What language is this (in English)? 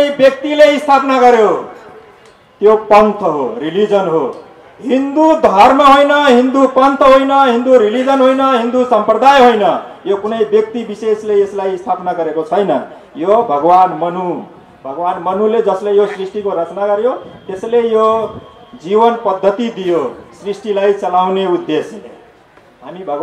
Nepali